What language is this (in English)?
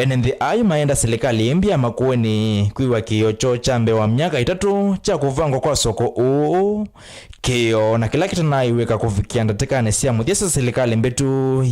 Kamba